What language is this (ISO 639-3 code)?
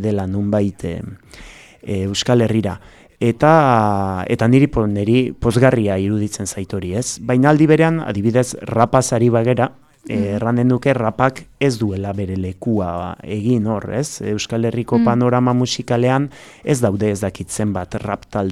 eus